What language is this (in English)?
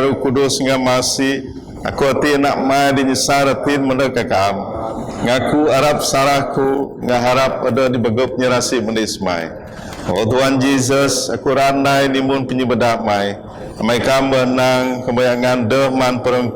Biatah Bidayuh